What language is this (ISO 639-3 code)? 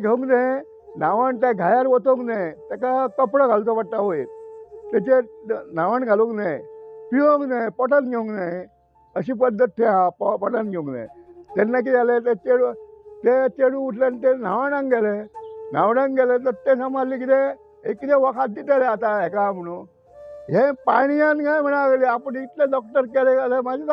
kok